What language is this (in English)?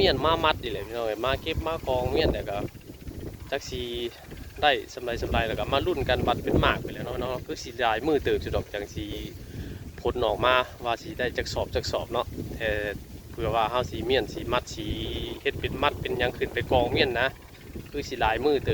Northeastern Thai